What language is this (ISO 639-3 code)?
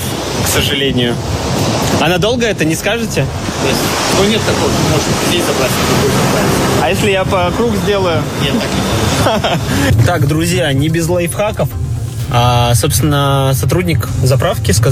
rus